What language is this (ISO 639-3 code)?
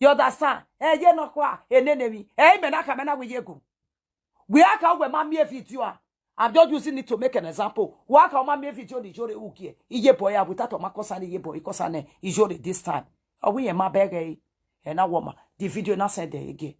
pcm